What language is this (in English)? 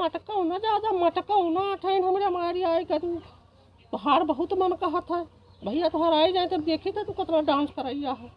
Awadhi